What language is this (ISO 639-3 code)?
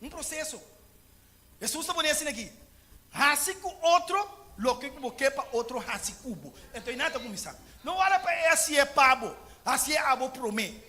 pap